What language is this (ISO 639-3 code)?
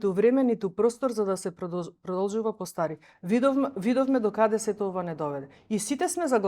mkd